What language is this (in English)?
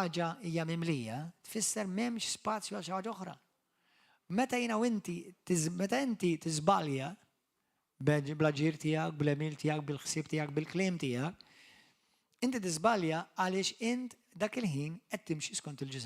Maltese